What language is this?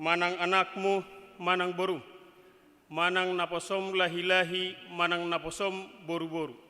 Batak Toba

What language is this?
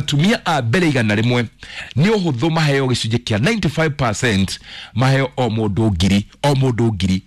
Kikuyu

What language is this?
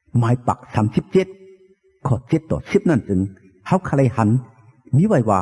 Shan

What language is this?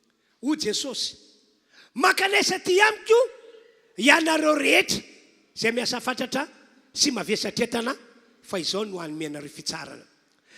Malagasy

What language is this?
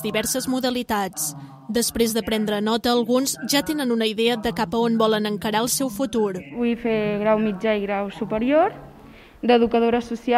Catalan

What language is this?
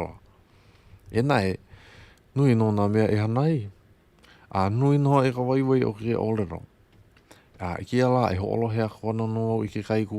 Hawaiian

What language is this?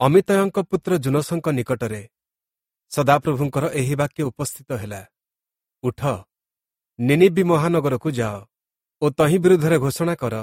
Odia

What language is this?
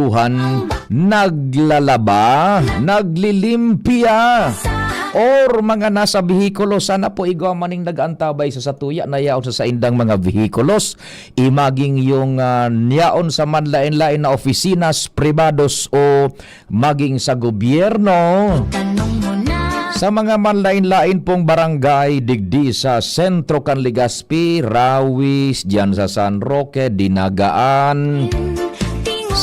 Bikol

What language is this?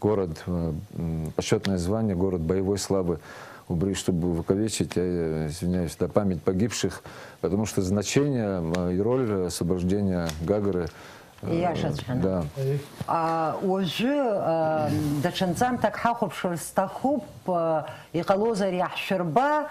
Abkhazian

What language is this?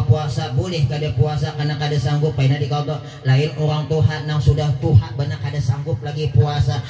Banjar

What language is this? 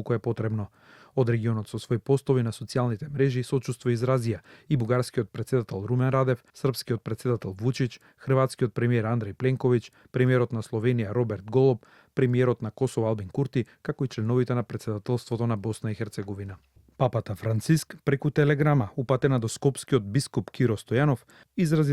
Macedonian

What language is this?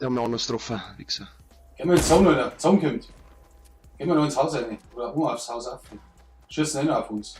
Bavarian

